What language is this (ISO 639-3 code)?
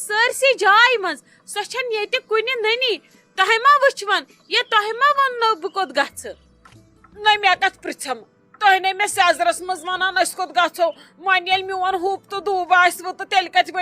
kas